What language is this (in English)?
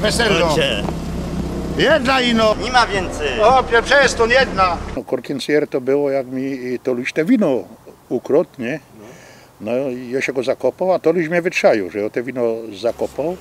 Silesian